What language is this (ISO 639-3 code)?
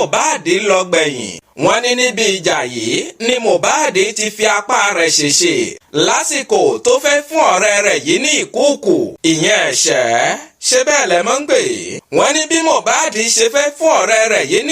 yor